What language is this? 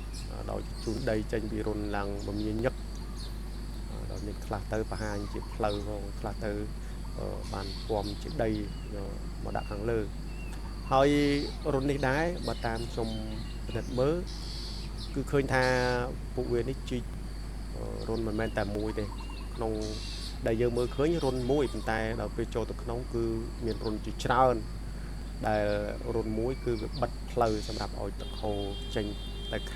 Khmer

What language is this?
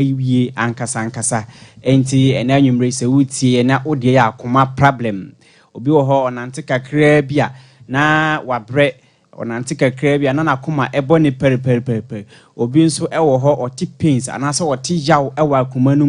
Akan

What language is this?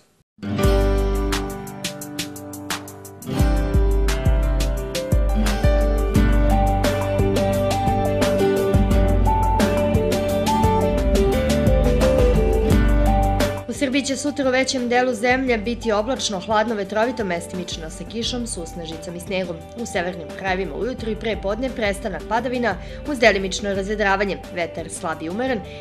Serbian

